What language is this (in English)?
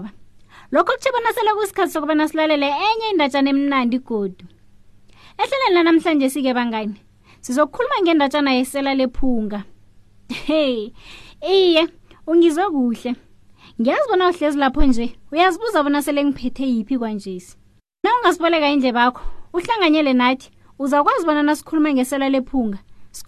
South Ndebele